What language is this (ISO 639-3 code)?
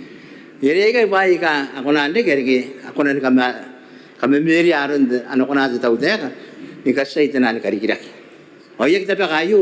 gil